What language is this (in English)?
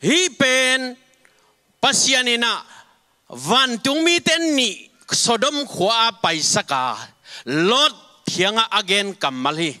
Tedim Chin